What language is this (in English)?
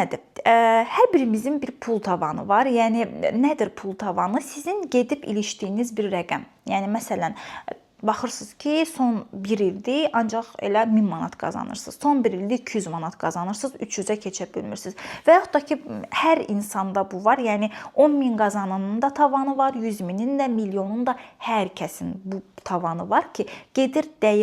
Azerbaijani